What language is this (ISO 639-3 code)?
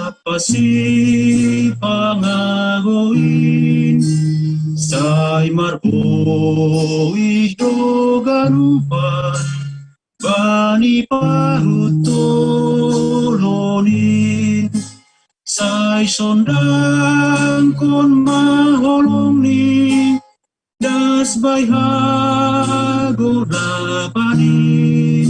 bts